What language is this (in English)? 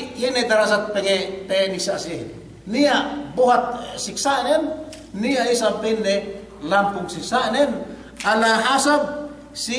Yakan